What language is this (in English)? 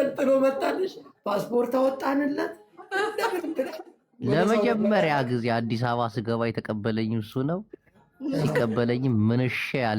Amharic